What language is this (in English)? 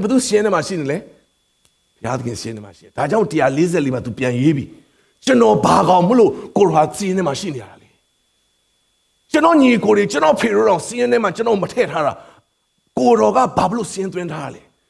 Burmese